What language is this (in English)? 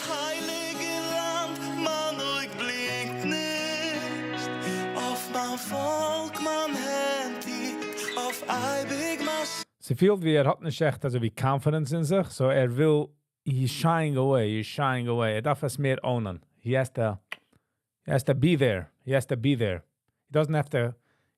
Yiddish